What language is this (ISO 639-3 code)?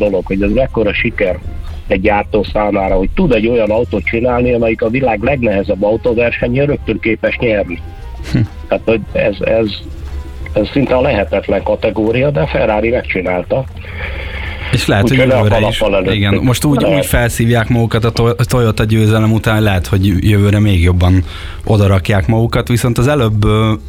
hun